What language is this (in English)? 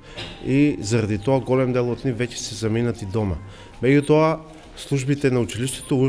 Macedonian